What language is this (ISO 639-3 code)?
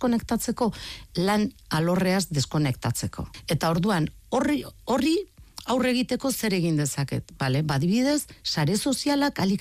eus